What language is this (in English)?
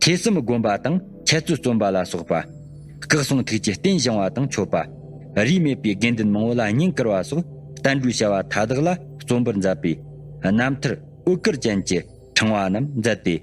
Tibetan